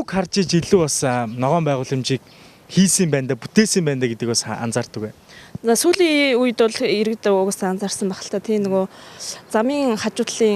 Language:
Mongolian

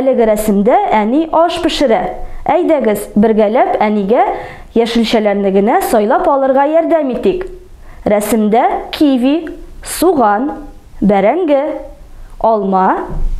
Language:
Tatar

